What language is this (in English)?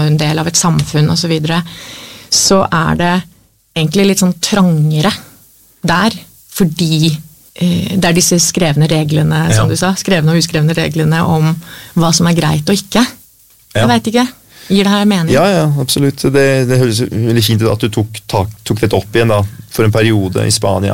Norwegian